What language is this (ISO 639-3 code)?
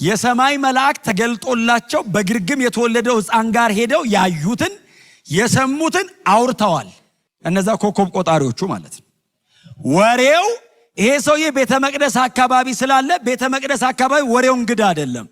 amh